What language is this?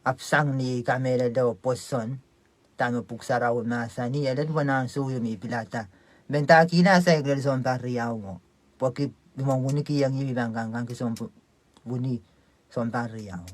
Pohnpeian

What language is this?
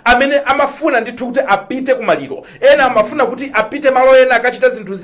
Nyanja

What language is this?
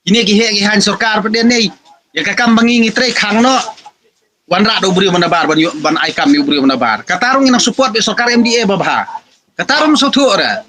Khasi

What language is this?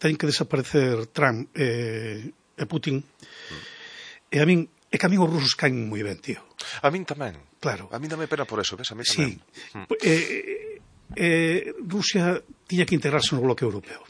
Galician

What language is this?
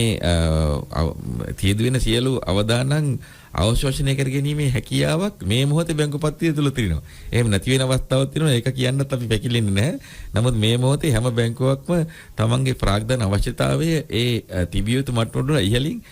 Sinhala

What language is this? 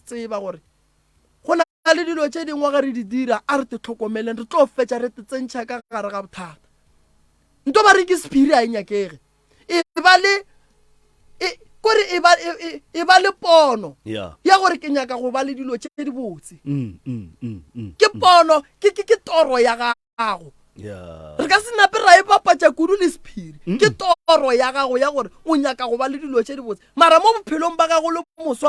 Northern Sotho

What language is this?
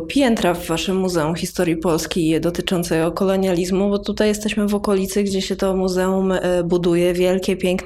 Polish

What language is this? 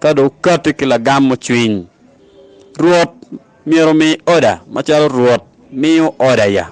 Acoli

